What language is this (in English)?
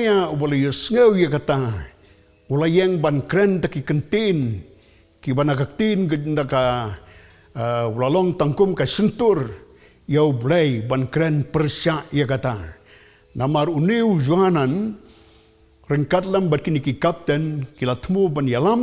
Khasi